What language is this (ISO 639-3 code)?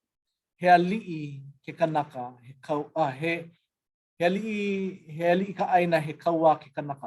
haw